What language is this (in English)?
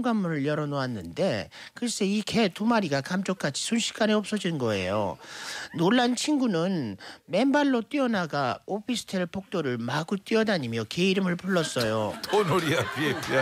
Korean